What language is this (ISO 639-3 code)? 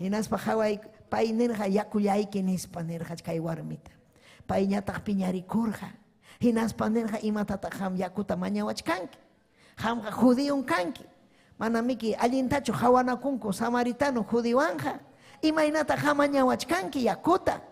quy